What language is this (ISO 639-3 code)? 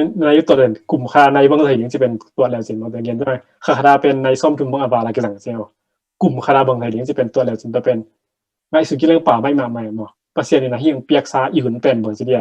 ctd